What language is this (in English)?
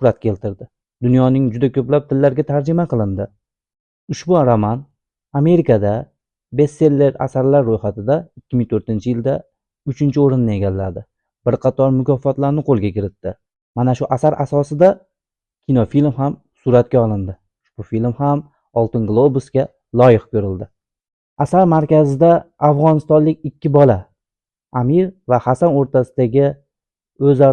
Uzbek